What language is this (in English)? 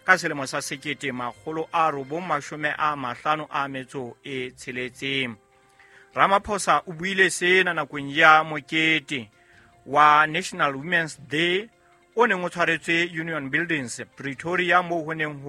Southern Sotho